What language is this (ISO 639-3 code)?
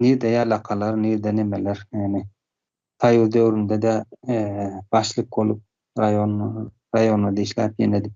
tuk